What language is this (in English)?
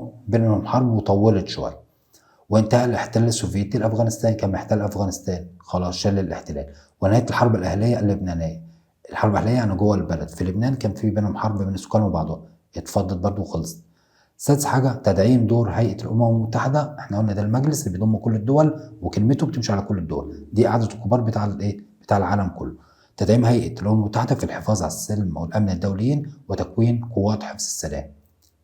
Egyptian Arabic